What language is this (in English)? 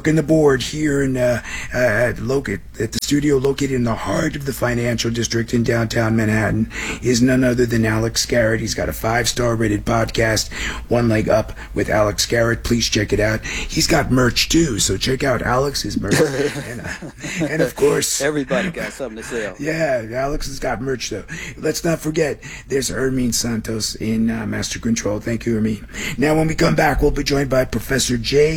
English